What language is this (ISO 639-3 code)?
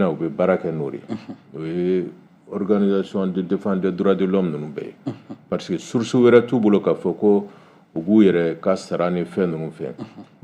bam